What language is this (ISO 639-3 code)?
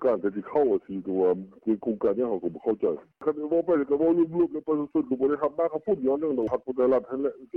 lao